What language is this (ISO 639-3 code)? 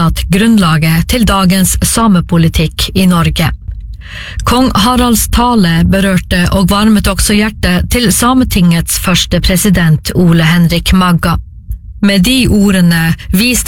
nor